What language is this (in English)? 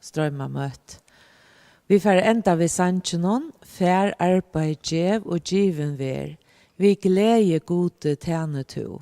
Faroese